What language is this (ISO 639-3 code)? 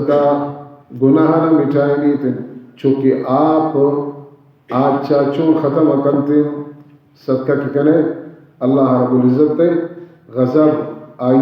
bal